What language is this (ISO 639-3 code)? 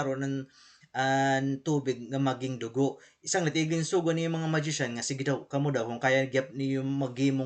war